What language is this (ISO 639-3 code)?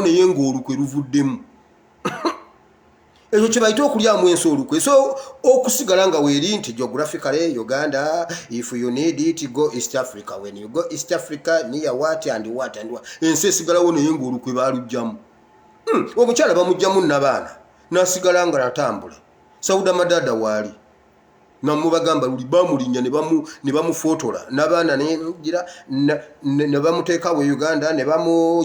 lug